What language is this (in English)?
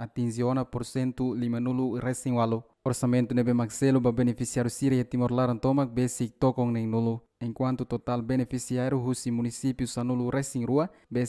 Tetum